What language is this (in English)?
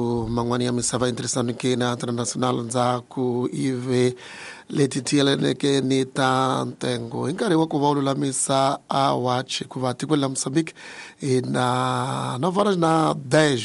Tsonga